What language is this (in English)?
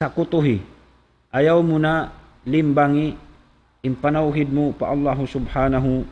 Tausug